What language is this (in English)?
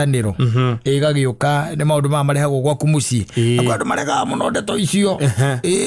Kikuyu